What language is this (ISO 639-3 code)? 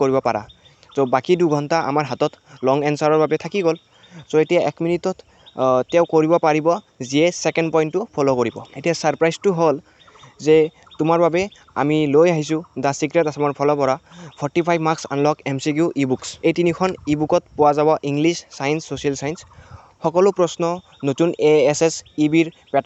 asm